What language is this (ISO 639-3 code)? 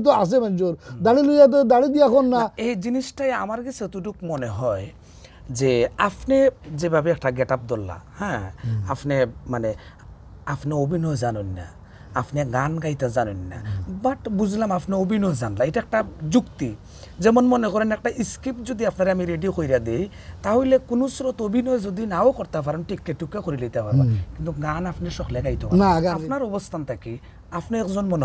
syl